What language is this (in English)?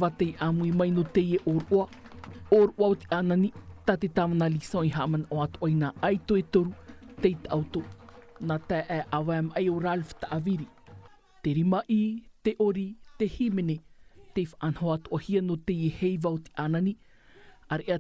Tahitian